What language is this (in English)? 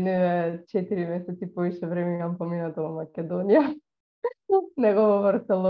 Macedonian